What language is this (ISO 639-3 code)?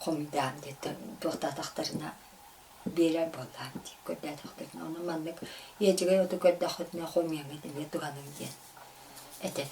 sah